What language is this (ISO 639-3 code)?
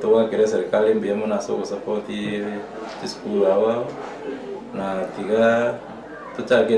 guz